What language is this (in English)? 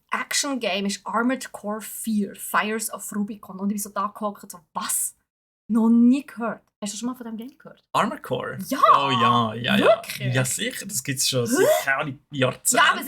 Swiss German